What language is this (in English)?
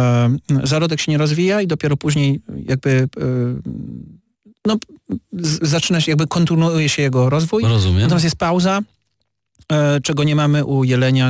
Polish